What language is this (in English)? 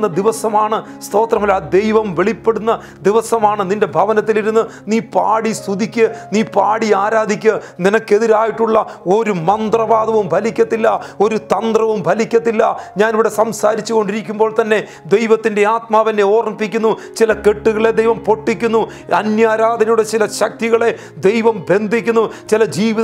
Malayalam